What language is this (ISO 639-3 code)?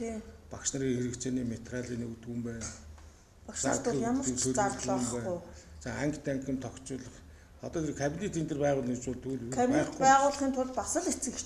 mon